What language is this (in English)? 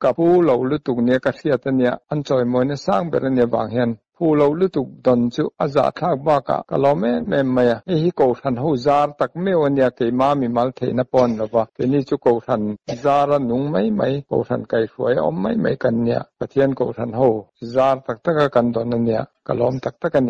Mizo